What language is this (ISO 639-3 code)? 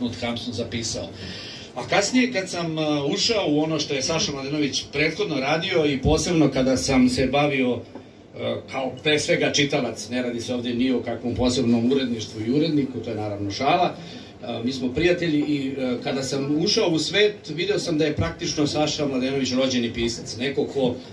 srp